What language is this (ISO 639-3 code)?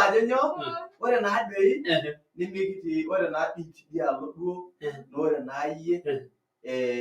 mas